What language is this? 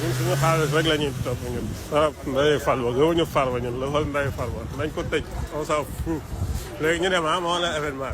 Wolof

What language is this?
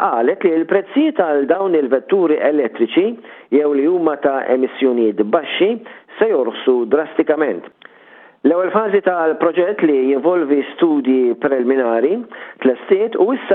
Maltese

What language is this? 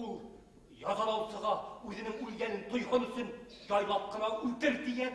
Bashkir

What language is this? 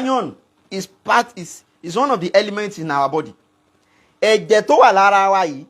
Yoruba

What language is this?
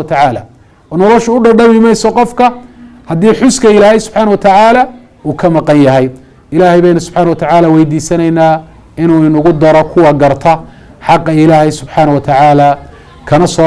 Somali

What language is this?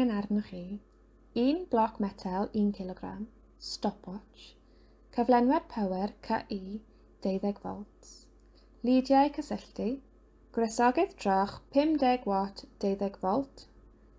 Welsh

